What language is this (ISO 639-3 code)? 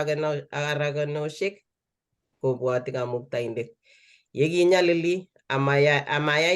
kln